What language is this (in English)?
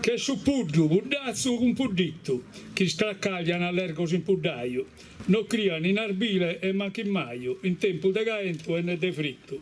Sardinian